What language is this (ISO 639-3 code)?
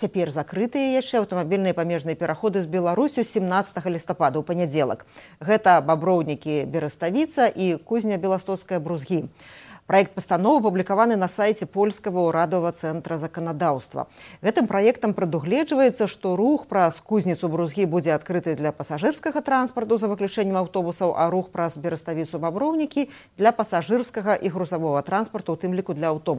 bel